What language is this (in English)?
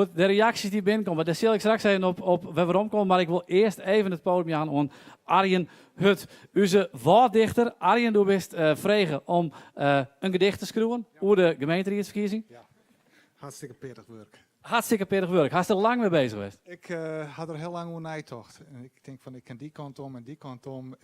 Western Frisian